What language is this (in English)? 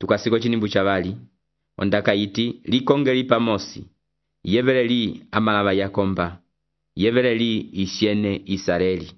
Umbundu